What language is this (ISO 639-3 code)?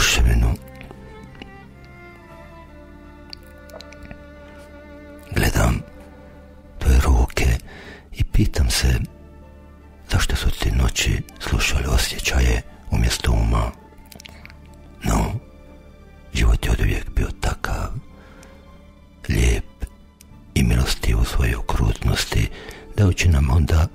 hrv